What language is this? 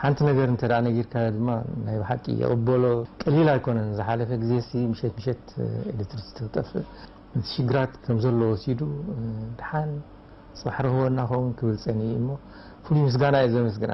Tigrinya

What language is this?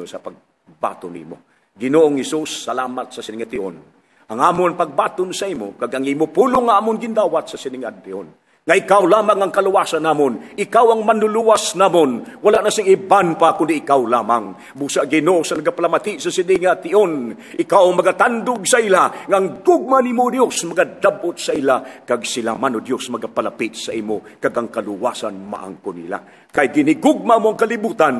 Hiligaynon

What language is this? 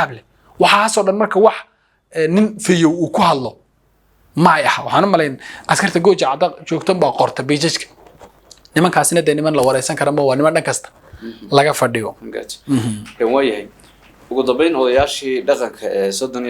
Somali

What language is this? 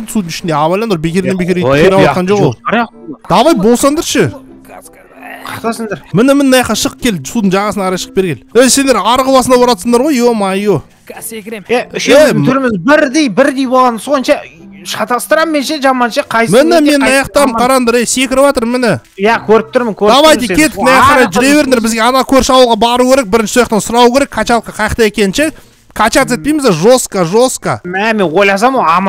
Kazakh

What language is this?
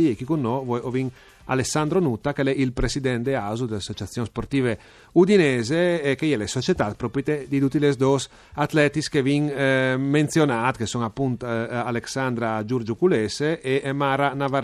Friulian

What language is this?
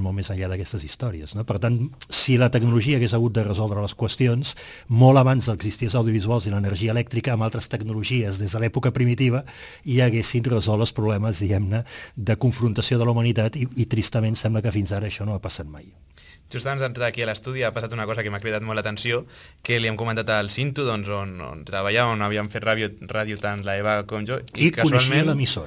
Catalan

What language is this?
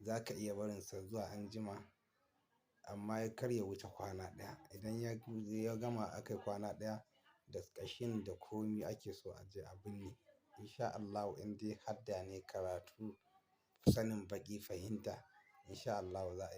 Hausa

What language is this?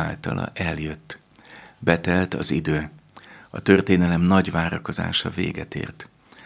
Hungarian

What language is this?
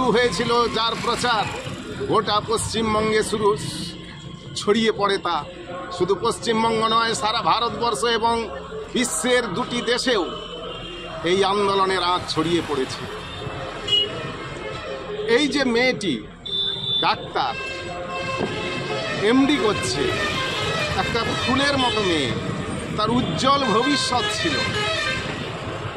Bangla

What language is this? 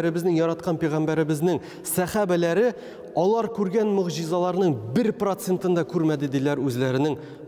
Tatar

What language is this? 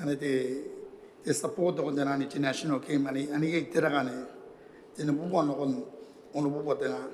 Gilbertese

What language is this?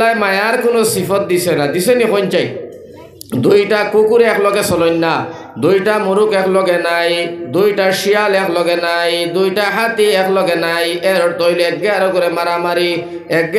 Sylheti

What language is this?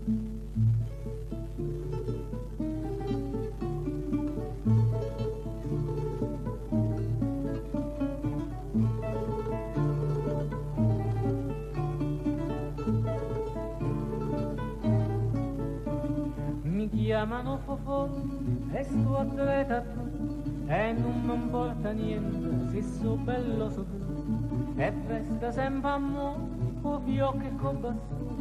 Italian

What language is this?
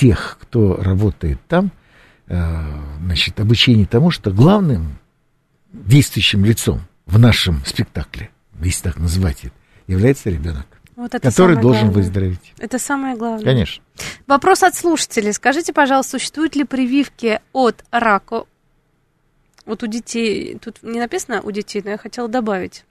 Russian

